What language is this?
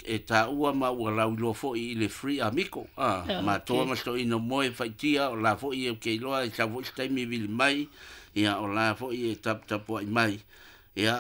Samoan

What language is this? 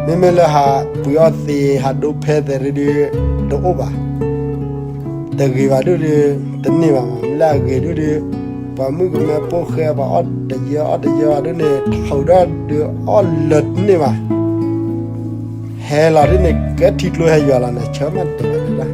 S'gaw Karen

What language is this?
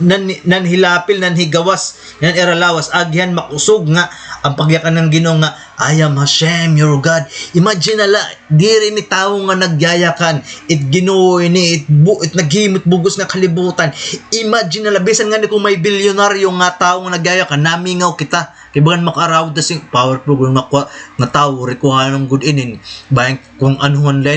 Waray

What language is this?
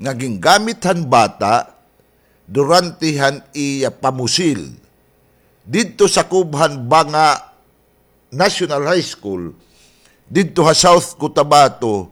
Waray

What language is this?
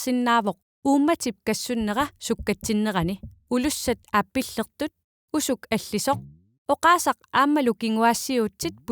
Kalaallisut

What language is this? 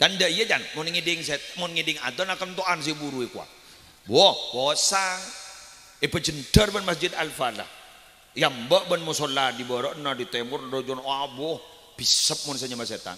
Madurese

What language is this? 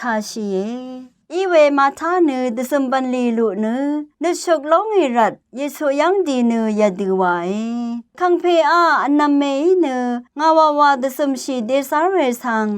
Rawang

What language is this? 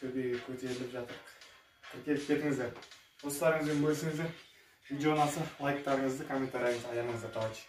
Kazakh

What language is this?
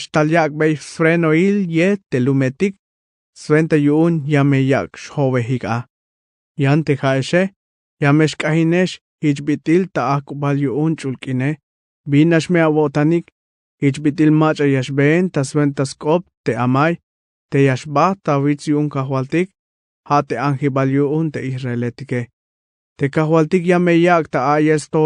Tzeltal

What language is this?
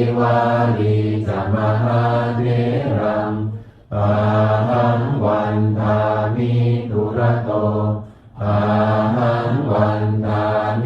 Pali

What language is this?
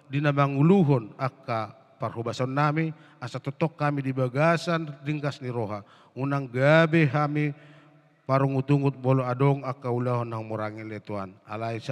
Batak Toba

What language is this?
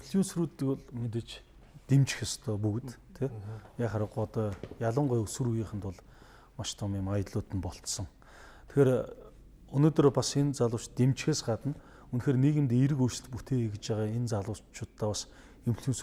Mongolian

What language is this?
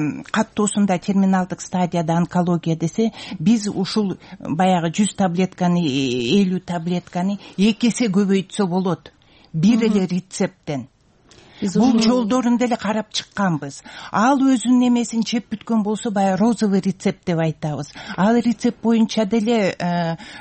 Kyrgyz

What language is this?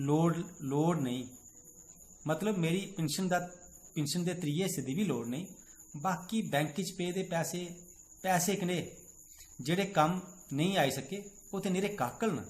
Dogri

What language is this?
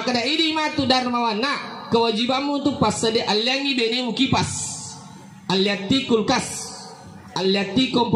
Buginese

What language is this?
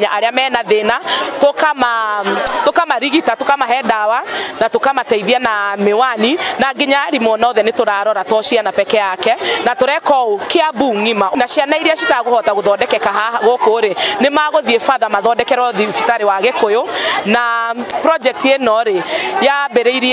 Kikuyu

